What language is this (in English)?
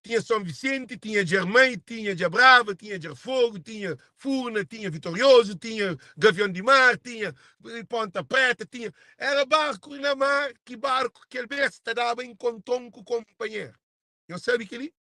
Kabuverdianu